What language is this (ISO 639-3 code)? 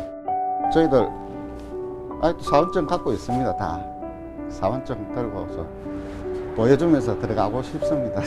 kor